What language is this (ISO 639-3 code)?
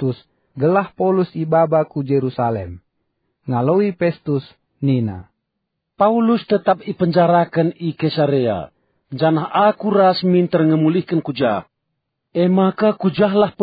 btx